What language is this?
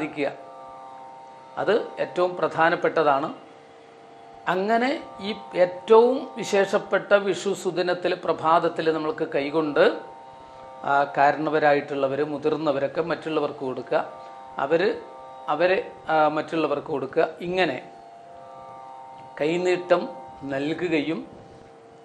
Malayalam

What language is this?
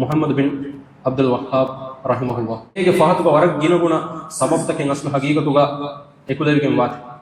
Divehi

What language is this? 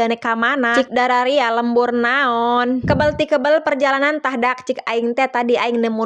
Sundanese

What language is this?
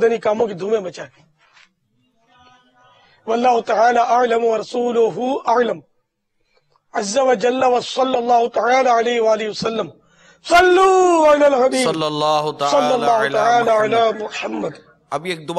Urdu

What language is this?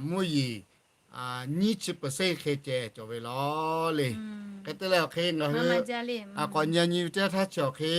Lahu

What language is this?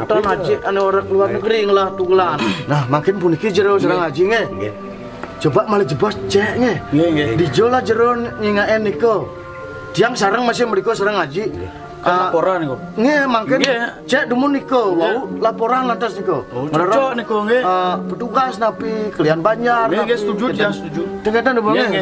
Balinese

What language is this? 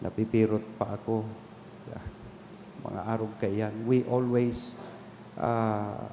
Bikol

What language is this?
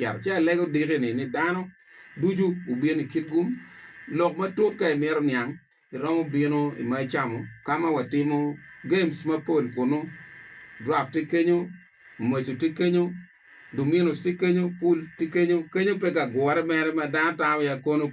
Acoli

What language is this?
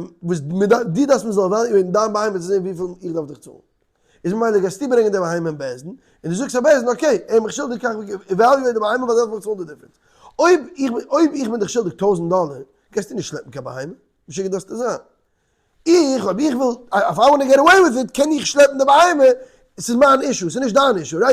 Yiddish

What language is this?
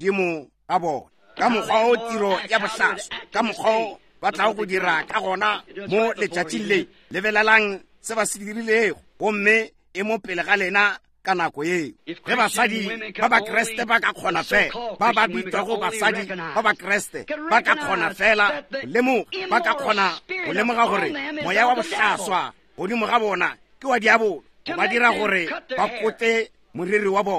Northern Sotho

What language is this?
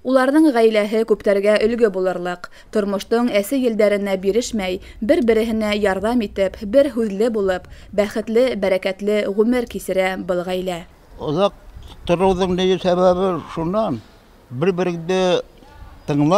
Bashkir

